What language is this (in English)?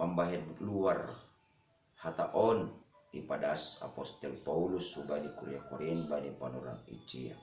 Batak Simalungun